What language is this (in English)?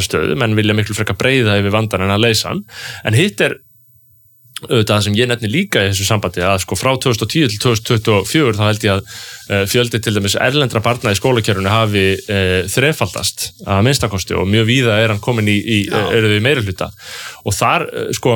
Icelandic